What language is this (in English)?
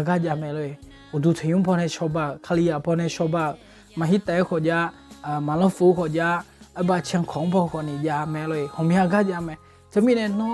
Akha